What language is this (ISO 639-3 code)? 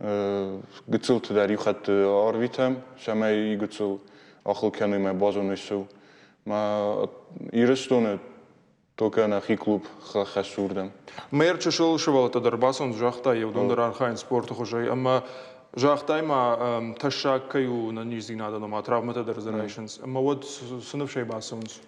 oss